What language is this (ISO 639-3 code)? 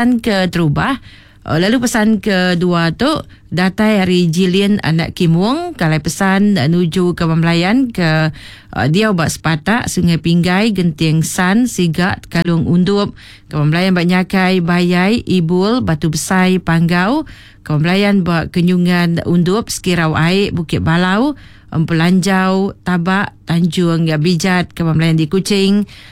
iba